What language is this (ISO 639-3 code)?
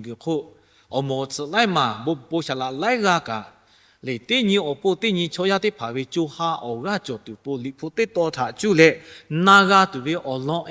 lhu